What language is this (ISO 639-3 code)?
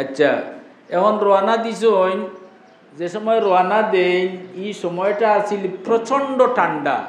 syl